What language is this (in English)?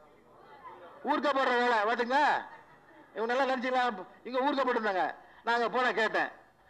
Tamil